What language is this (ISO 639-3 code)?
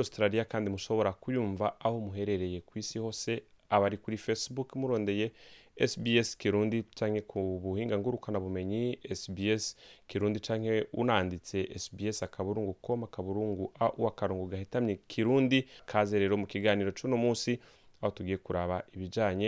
run